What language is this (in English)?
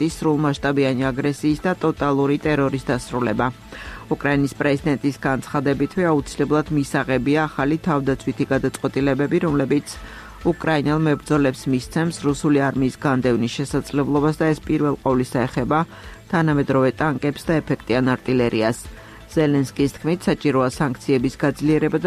Georgian